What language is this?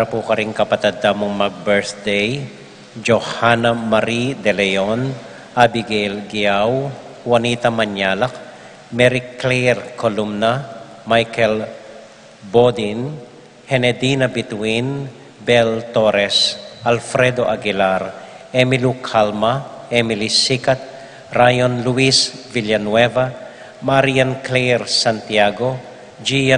Pampanga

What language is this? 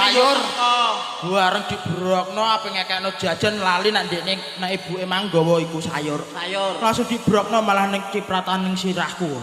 Javanese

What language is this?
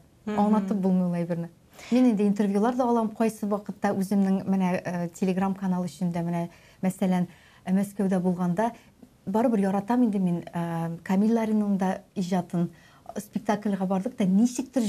Tatar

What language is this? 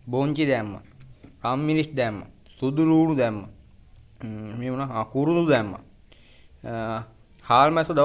Sinhala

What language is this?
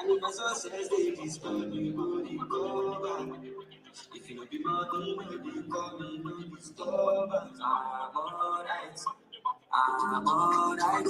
Ewe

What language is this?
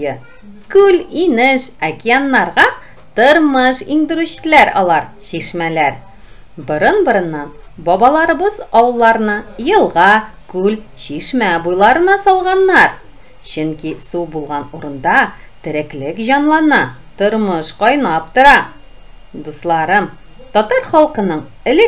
Tatar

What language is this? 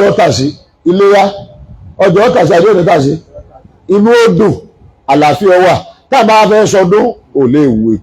Yoruba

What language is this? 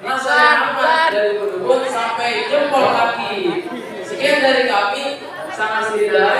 Betawi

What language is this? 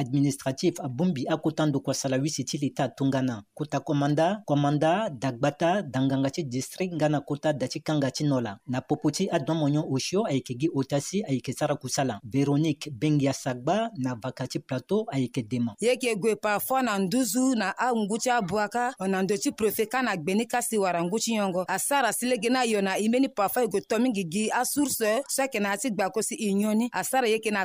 Sango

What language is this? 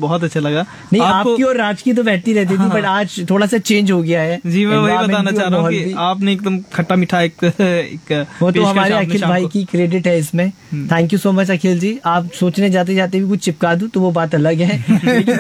Hindi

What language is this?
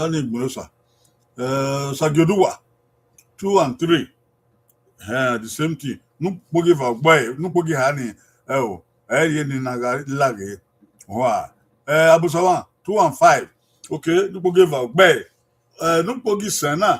Bini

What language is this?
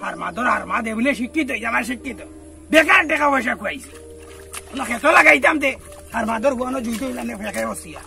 Sylheti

